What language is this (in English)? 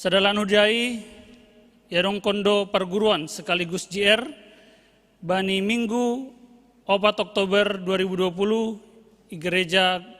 Batak Simalungun